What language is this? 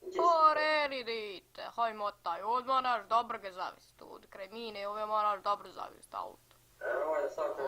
Bosnian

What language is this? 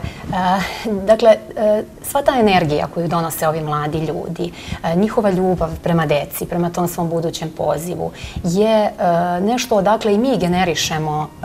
Serbian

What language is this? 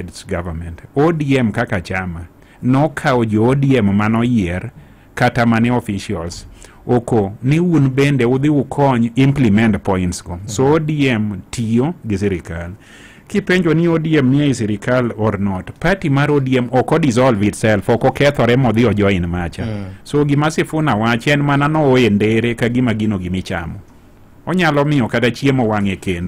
Luo (Kenya and Tanzania)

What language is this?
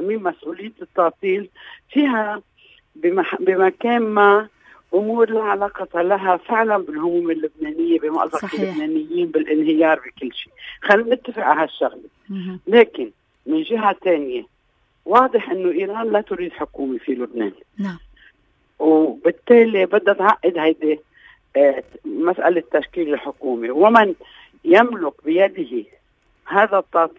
North Levantine Arabic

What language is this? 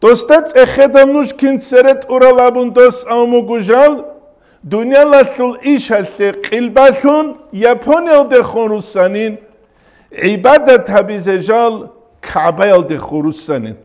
Avaric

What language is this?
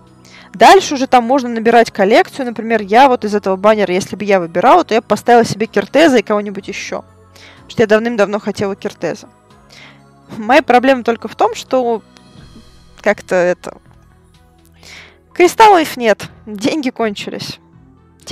Russian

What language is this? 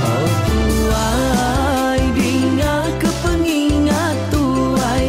Iban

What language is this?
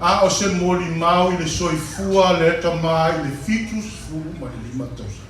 Samoan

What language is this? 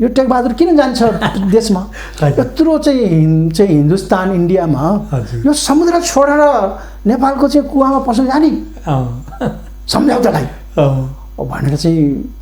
Nepali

